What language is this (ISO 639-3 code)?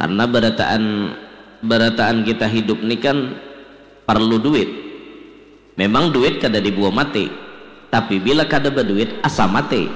bjn